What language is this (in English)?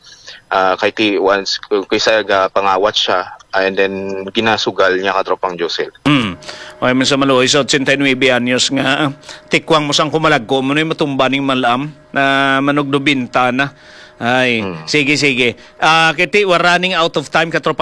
Hiligaynon